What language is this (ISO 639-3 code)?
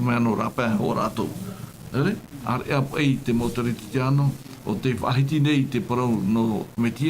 tah